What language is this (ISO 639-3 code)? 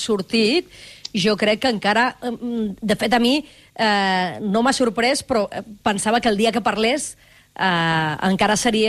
cat